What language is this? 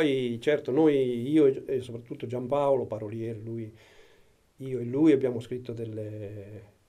Italian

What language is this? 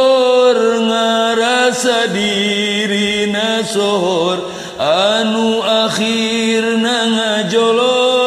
Sundanese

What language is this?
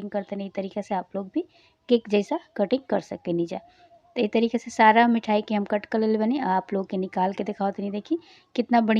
Bhojpuri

